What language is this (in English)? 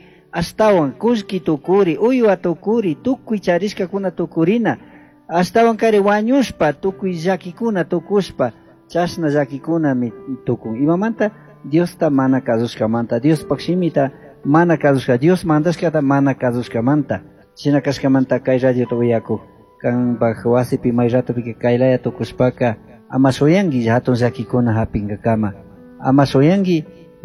Chimborazo Highland Quichua